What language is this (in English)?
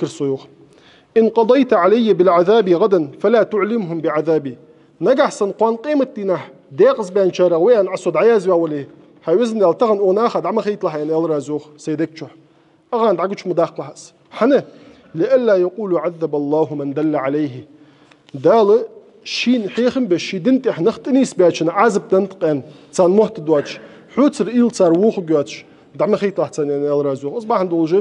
Ingush